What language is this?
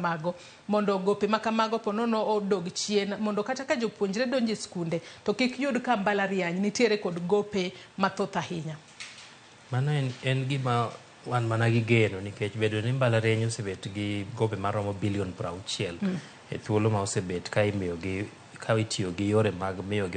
Luo (Kenya and Tanzania)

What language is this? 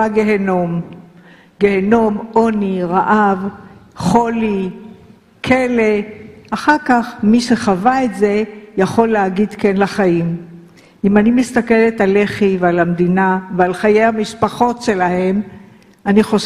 Hebrew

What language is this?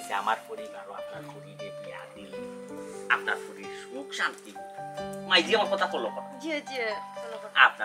Sylheti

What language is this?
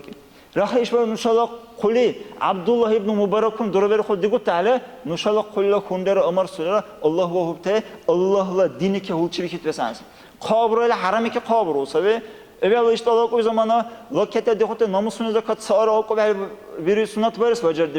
Dargwa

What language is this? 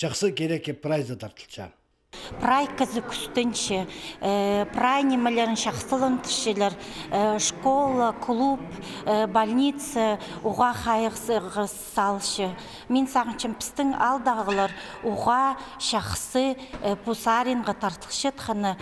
Khakas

